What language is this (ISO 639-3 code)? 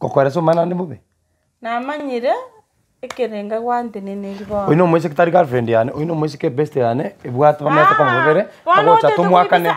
guz